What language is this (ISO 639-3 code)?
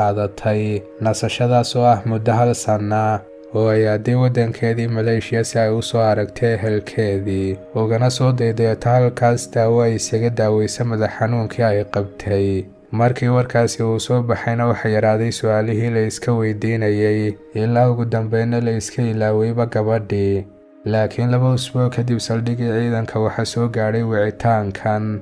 som